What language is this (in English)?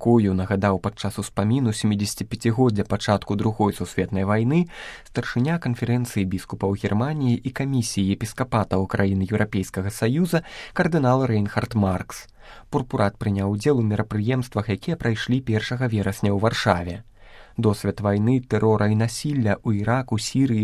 Belarusian